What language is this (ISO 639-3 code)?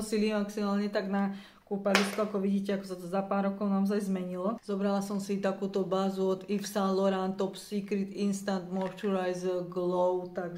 slk